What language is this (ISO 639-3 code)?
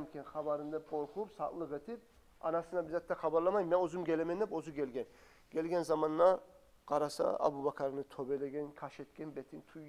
kum